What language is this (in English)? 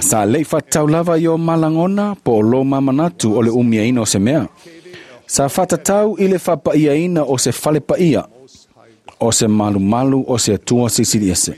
Samoan